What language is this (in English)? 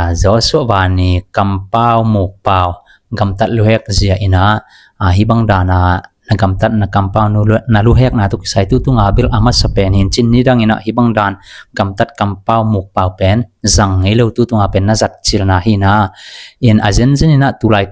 Tedim Chin